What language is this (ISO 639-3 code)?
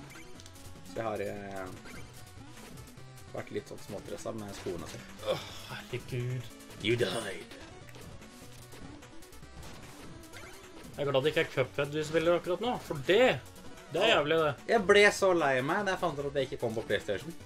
nor